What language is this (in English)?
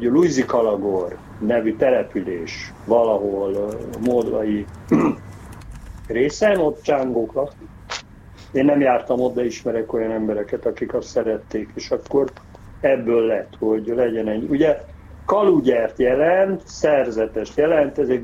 Hungarian